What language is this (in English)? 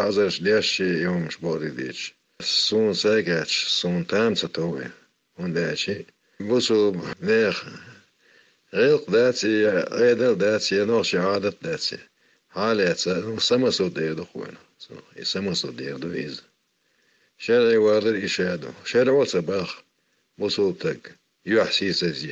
Chechen